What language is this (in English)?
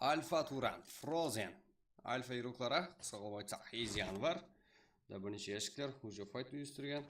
Kara-Kalpak